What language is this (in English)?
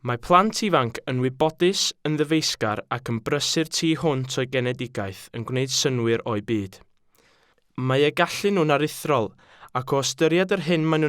Welsh